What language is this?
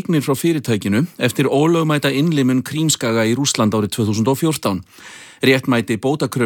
Icelandic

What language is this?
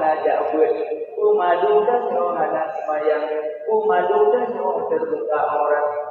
Achinese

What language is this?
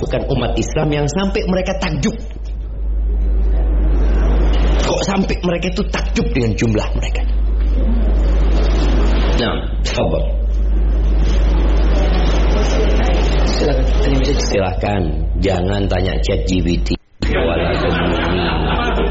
Indonesian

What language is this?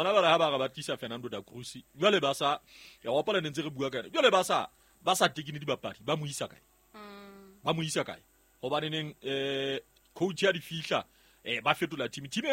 Southern Sotho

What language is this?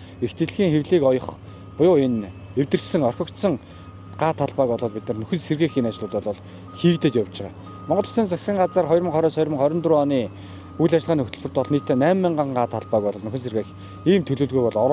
Mongolian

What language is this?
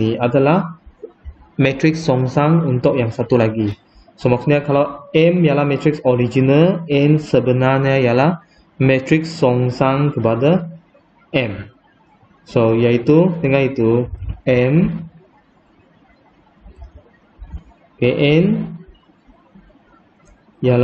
Malay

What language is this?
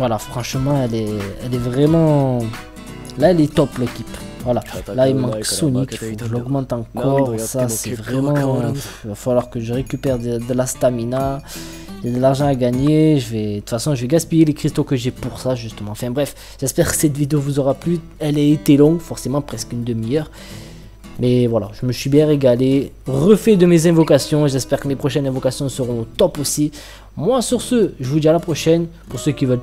French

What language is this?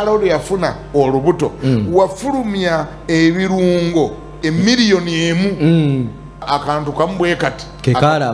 Ganda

